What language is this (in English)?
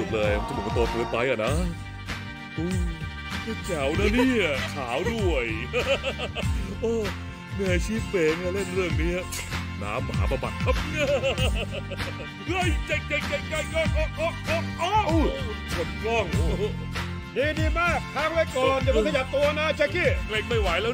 Thai